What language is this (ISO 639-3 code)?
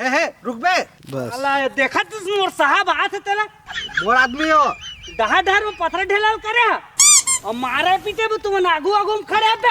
hne